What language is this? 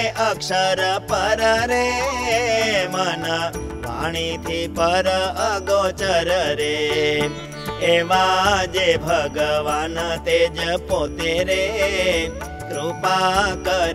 Gujarati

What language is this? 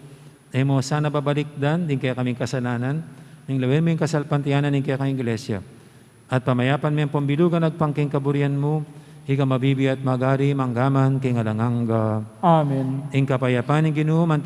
Pampanga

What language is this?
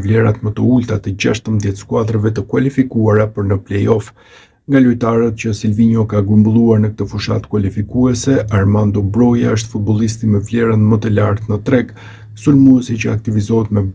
Albanian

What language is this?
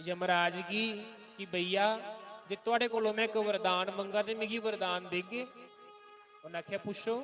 Dogri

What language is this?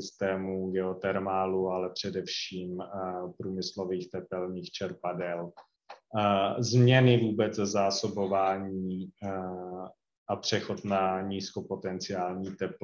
Czech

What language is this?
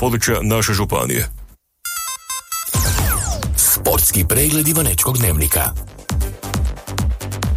Croatian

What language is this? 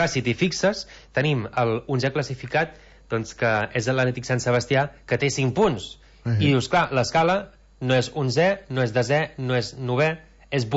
Catalan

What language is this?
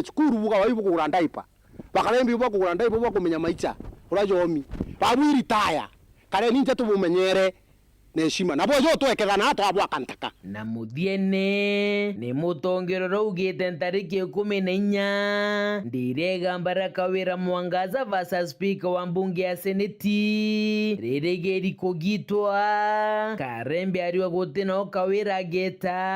Meru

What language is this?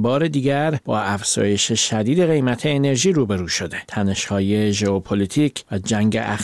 Persian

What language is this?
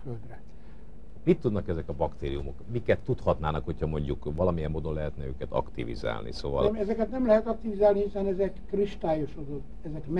Hungarian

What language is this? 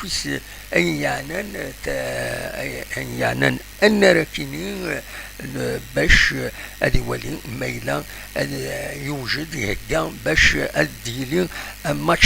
Kabyle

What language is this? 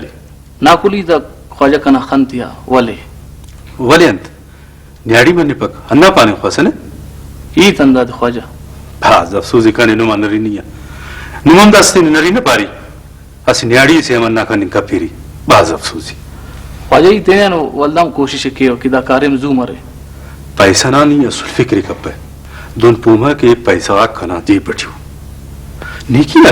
Brahui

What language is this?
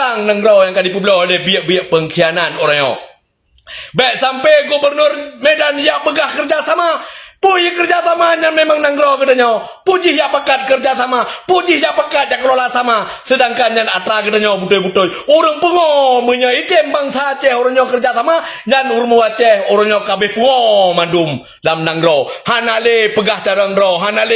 Achinese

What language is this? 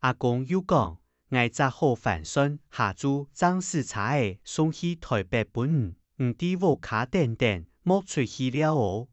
Hakka Chinese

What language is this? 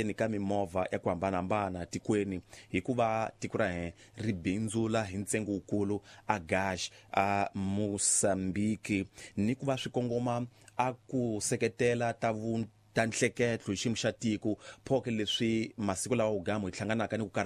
Tsonga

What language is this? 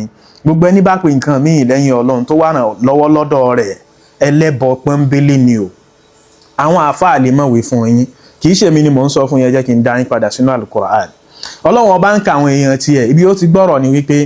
Yoruba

